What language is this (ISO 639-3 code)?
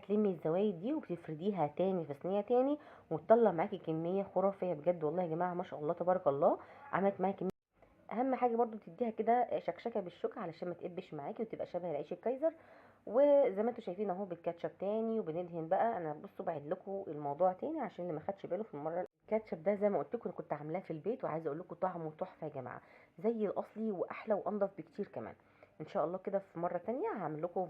arz